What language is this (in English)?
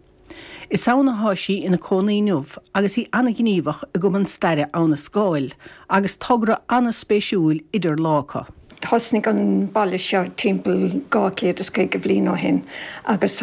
Irish